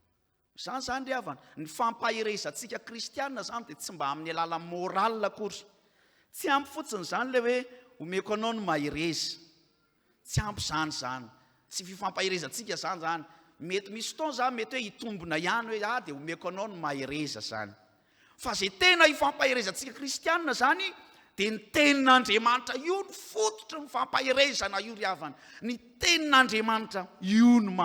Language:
Malagasy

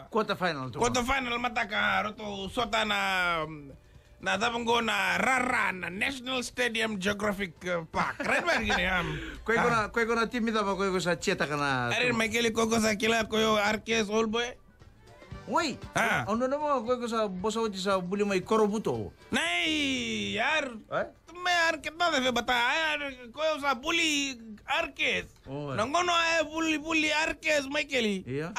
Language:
Fijian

